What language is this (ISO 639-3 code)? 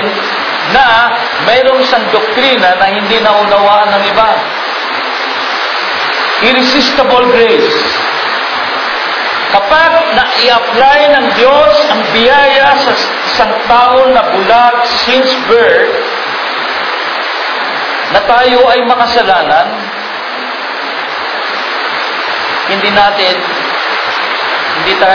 fil